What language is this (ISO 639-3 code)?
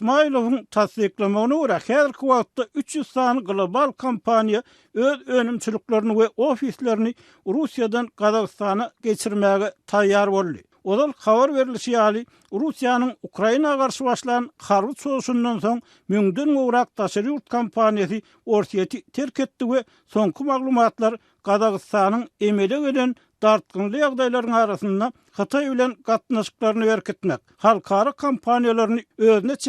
tuk